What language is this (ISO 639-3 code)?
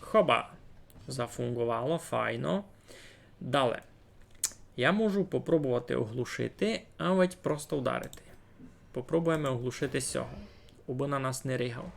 rue